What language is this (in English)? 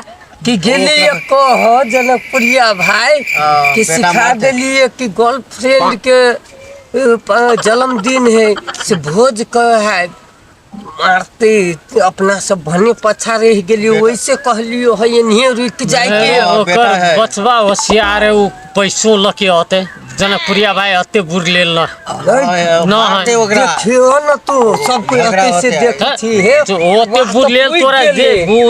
Maithili